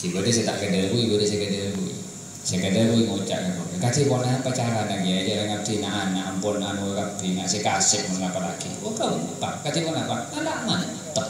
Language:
Madurese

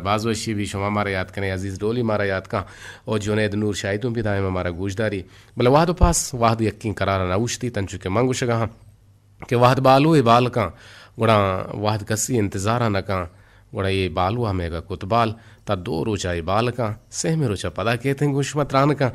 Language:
Eastern Balochi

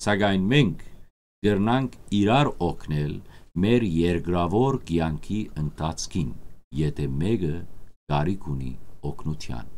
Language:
Western Armenian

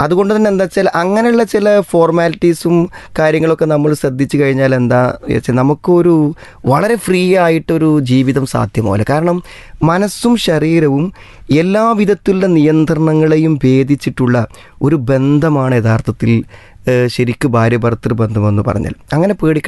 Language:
Malayalam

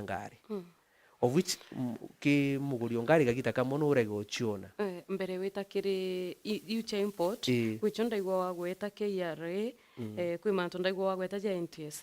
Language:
Meru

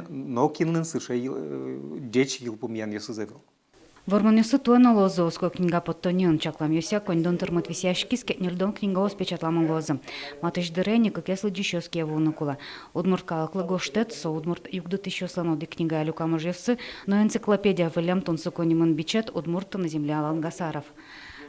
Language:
Udmurt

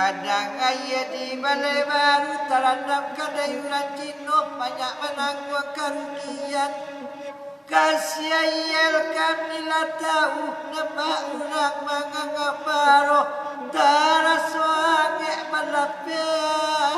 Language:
Minangkabau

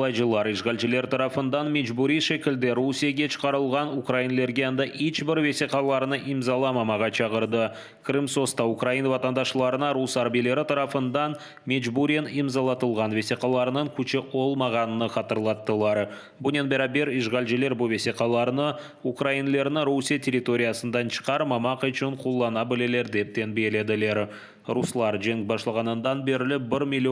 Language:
Crimean Tatar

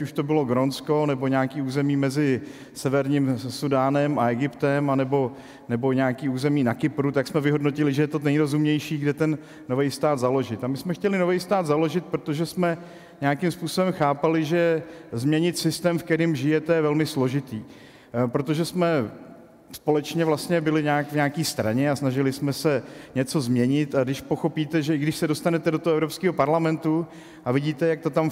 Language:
Czech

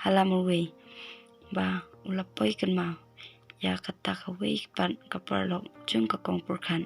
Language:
Khasi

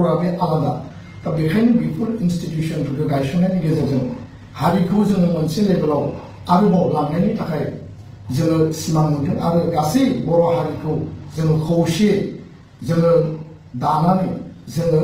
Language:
Bodo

